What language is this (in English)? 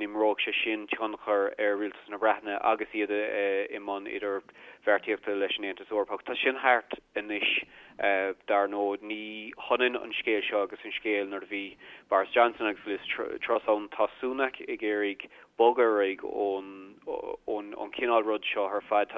Irish